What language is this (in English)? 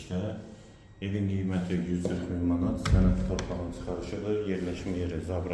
Azerbaijani